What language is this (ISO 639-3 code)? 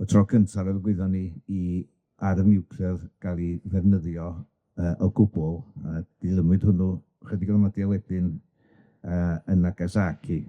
cym